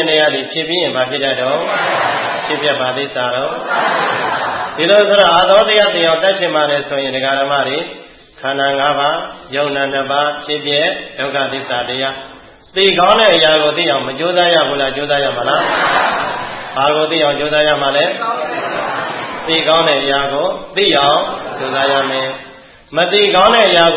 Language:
Burmese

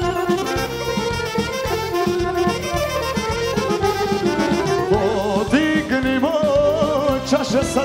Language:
Serbian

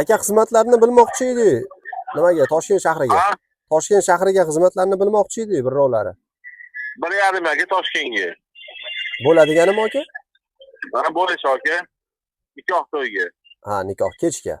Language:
Uzbek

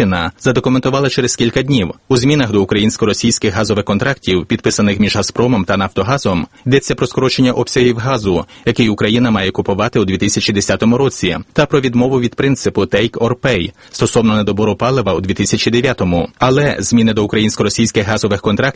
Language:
Ukrainian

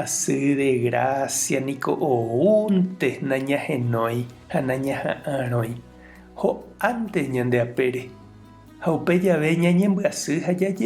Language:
Guarani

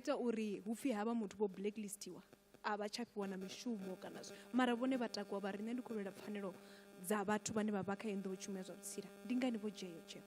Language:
Venda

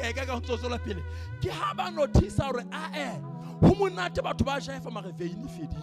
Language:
Southern Sotho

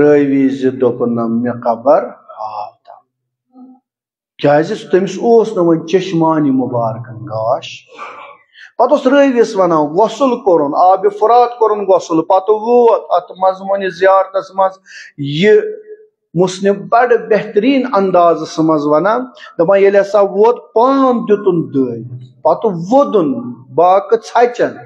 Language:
Kashmiri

